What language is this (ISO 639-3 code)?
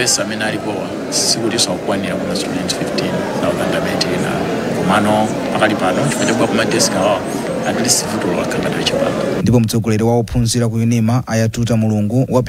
nya